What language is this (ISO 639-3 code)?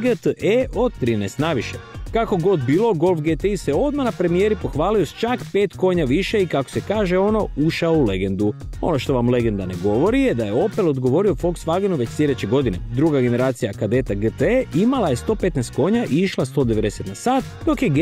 hrv